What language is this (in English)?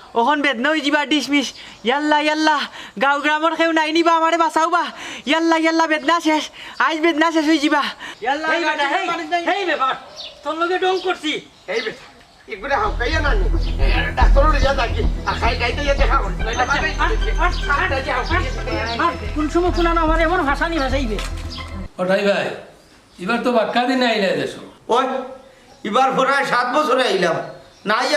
Sylheti